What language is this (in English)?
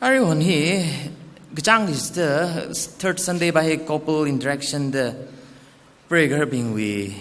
Tangkhul Naga (India)